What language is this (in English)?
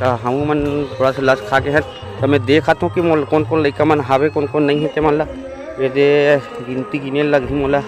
Chhattisgarhi